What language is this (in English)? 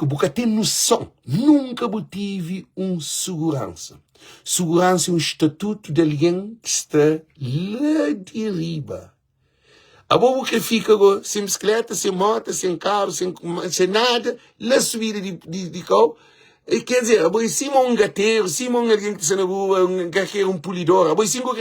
Kabuverdianu